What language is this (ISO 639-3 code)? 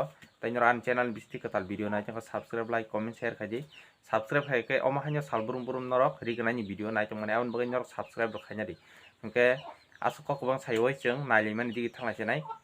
trp